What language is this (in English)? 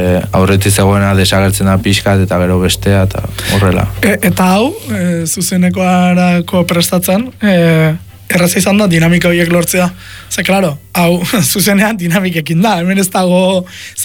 Basque